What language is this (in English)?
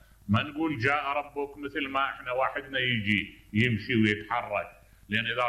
Mesopotamian Arabic